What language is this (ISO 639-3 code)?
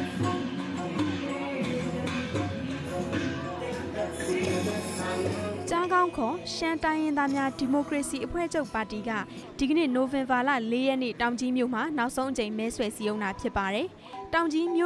mya